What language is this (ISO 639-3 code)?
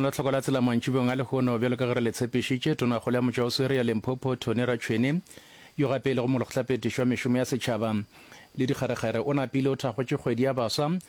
nso